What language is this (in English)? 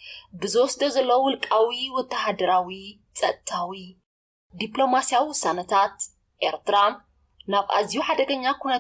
Tigrinya